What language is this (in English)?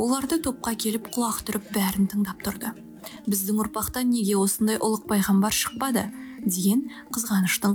Kazakh